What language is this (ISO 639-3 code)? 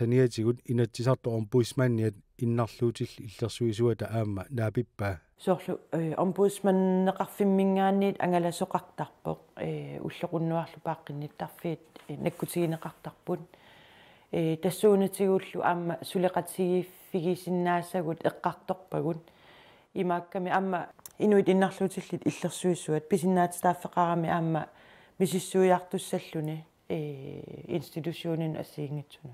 kal